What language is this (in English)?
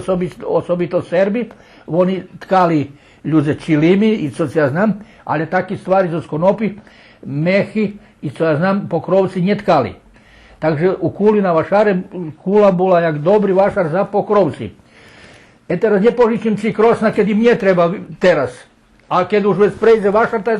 Rusyn